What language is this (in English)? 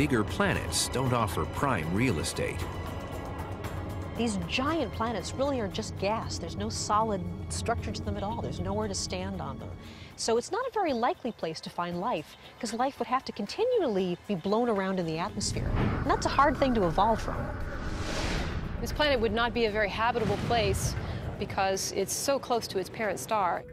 English